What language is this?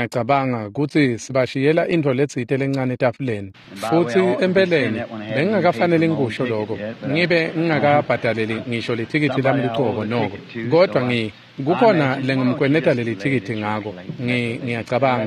Swati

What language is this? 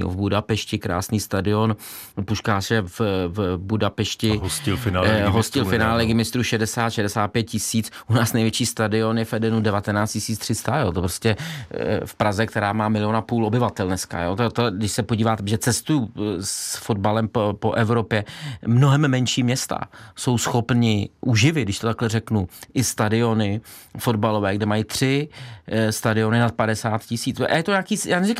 Czech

